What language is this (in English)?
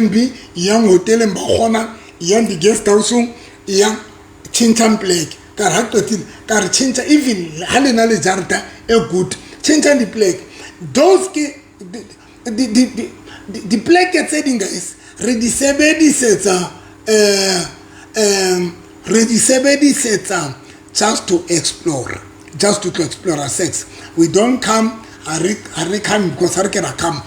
Southern Sotho